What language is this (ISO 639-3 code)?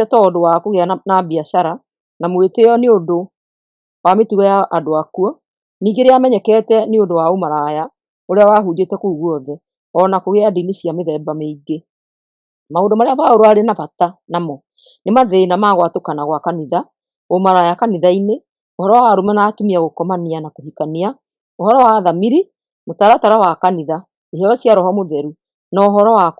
kik